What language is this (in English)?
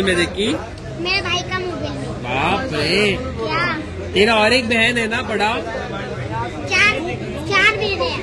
Konkani